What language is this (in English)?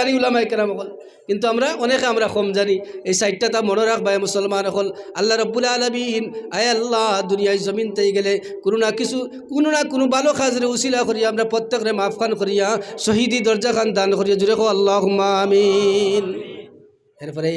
Sylheti